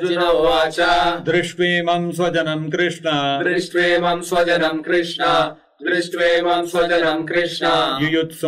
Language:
Sanskrit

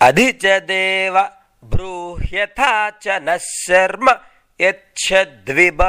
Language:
Sanskrit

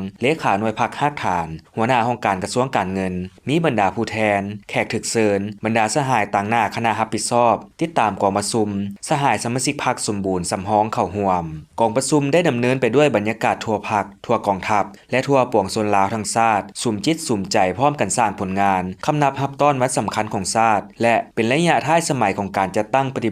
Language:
Lao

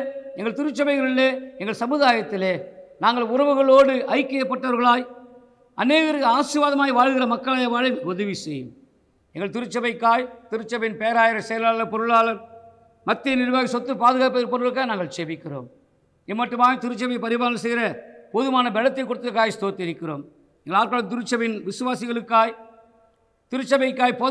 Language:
Tamil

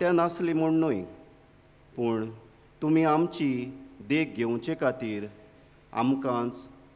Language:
Konkani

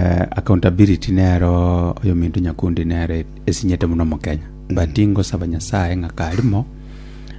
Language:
Gusii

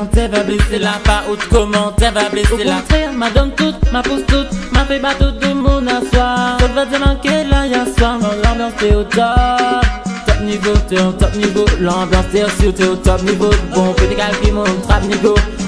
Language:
Réunion Creole French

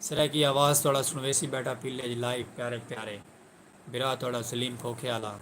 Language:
Saraiki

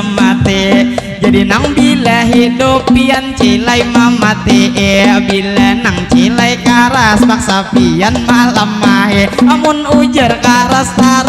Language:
Banjar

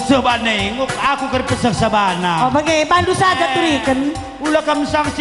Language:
Batak Karo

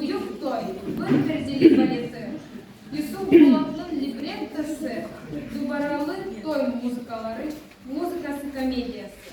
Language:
Crimean Tatar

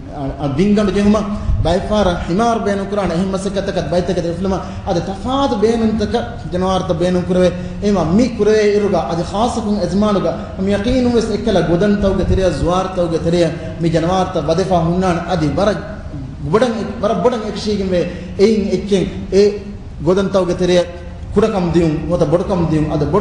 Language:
Divehi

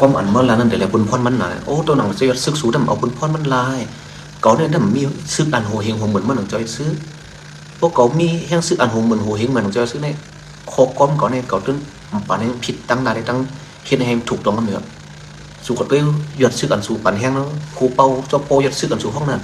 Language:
Shan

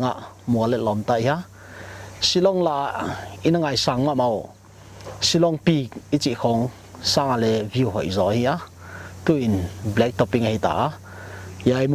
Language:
Paite Chin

